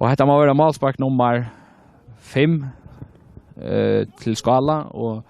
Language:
Faroese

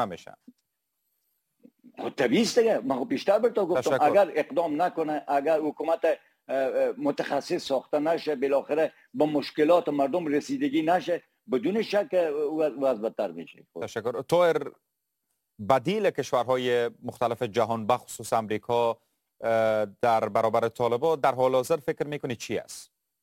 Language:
Persian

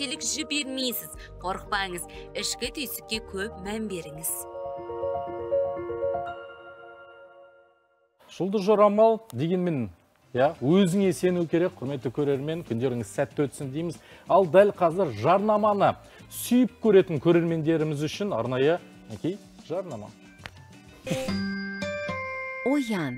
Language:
Kazakh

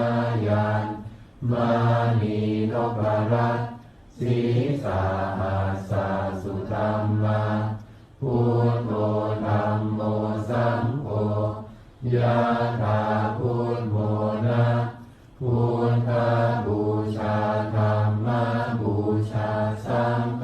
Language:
Pali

